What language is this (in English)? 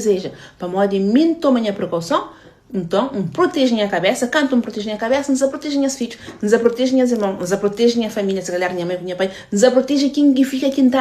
Kabuverdianu